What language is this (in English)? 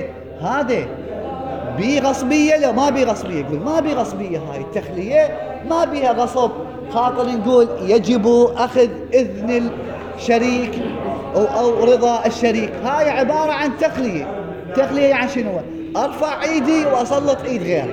Mesopotamian Arabic